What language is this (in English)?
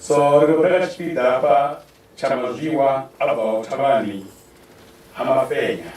Venda